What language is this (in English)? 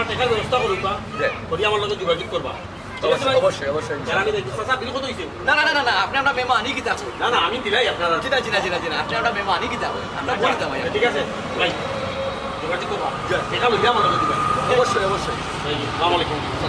Sylheti